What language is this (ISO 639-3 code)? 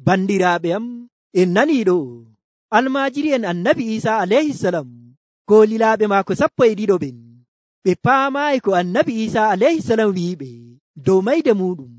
fuv